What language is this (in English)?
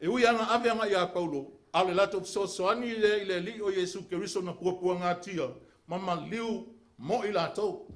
Samoan